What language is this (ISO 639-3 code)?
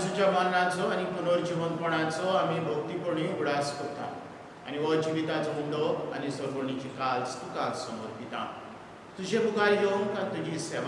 kok